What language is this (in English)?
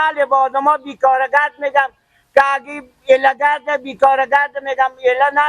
Persian